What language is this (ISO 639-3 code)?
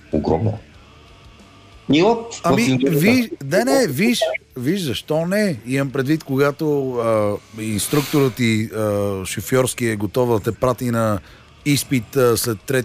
bul